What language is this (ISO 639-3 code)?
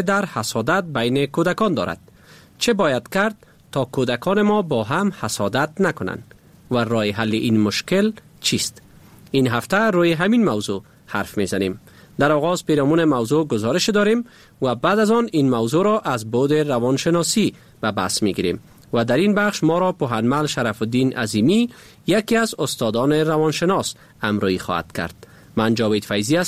fas